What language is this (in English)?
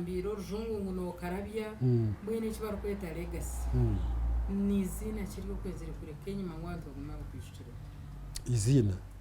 Nyankole